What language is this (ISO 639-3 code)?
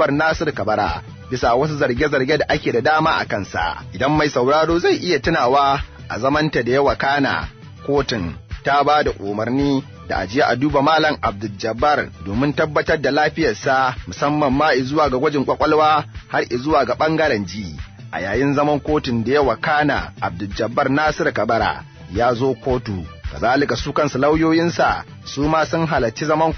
hau